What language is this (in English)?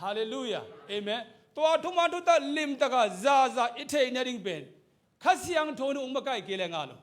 Tedim Chin